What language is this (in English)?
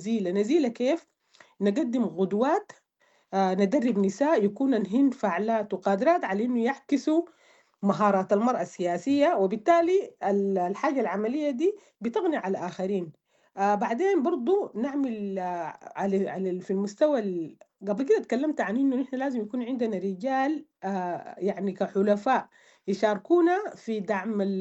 Sudanese Arabic